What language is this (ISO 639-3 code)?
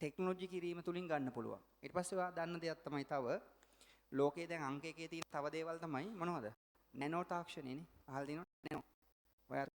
sin